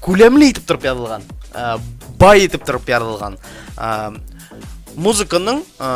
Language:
Bashkir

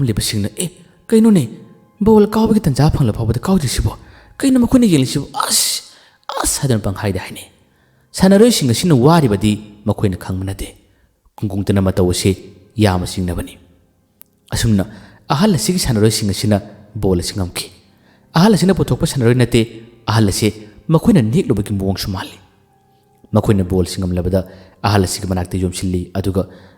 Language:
Manipuri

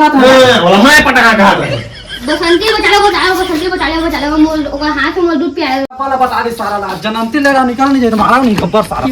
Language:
Chhattisgarhi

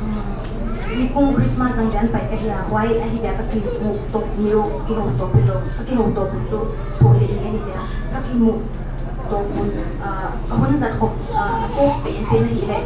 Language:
Paite Chin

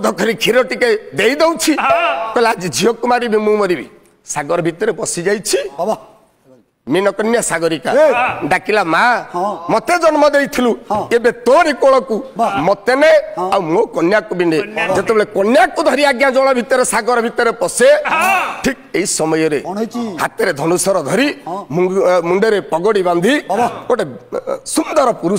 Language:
Odia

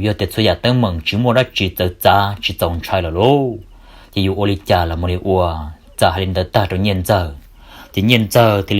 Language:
Hmong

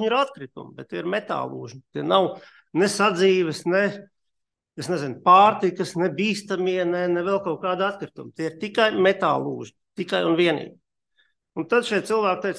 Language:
Latvian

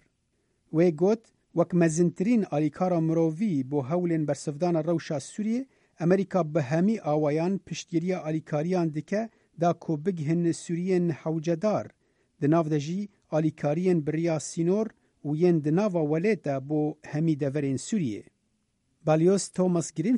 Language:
Kurdish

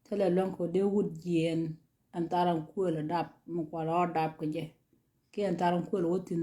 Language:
Nuer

